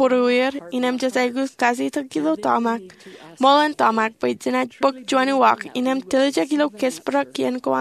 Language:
Marshallese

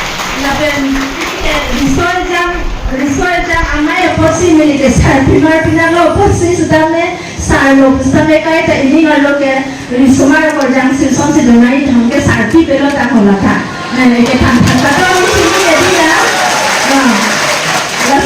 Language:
Karbi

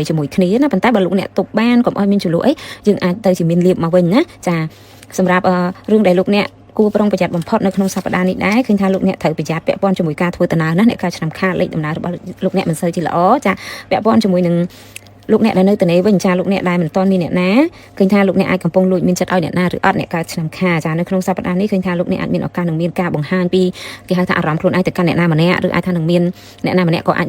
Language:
Khmer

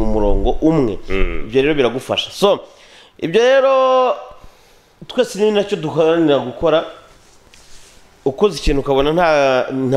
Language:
Kinyarwanda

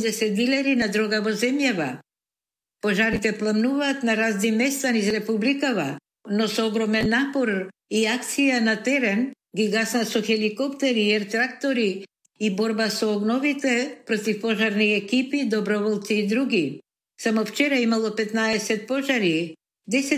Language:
Macedonian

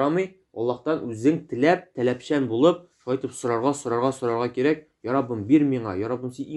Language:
Tatar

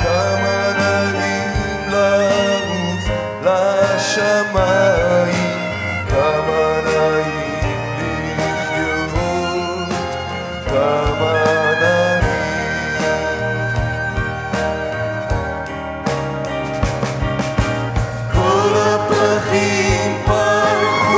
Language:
Hebrew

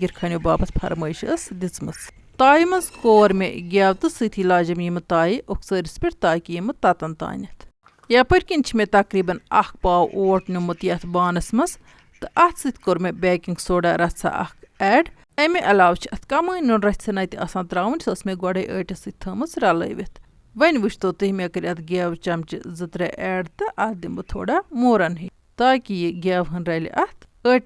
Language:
Kashmiri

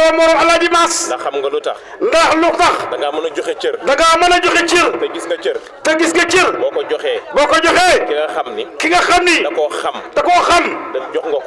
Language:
Wolof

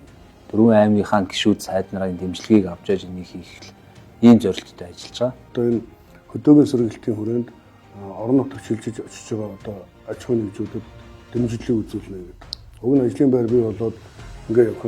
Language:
Mongolian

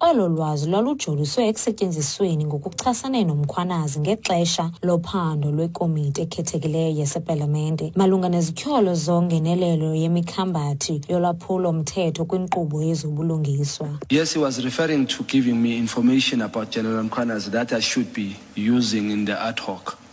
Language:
Xhosa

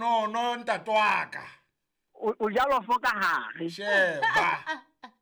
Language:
Southern Sotho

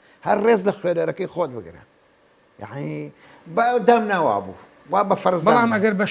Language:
Central Kurdish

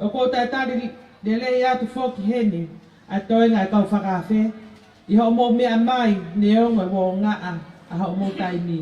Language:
Tongan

